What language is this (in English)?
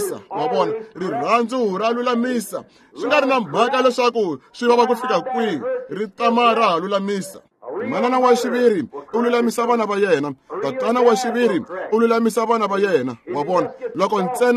Tsonga